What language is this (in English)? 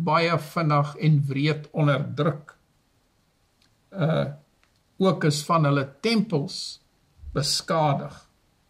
Afrikaans